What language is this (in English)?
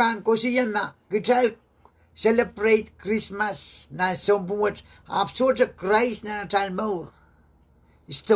Pohnpeian